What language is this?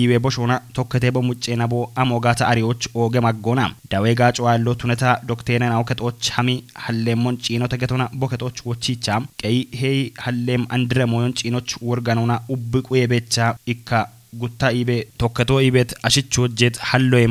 Kafa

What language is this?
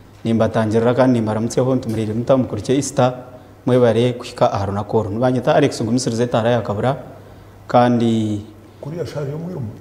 Nyankole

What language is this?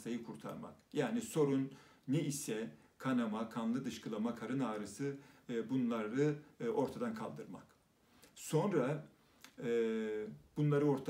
Turkish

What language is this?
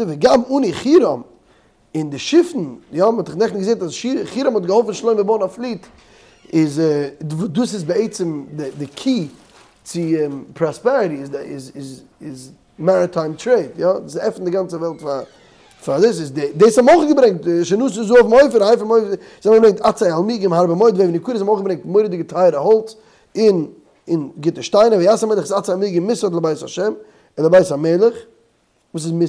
Yiddish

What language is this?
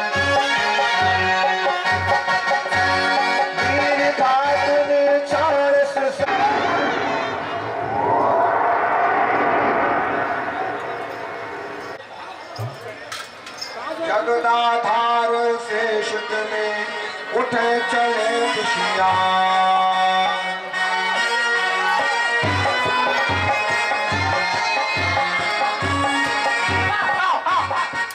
Hindi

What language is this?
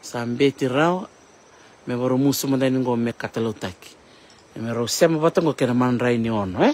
Fijian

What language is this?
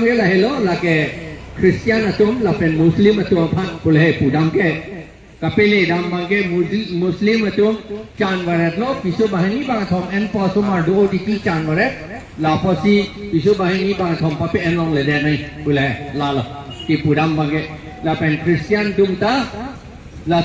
Karbi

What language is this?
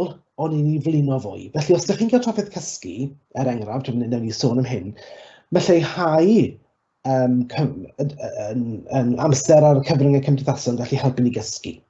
Welsh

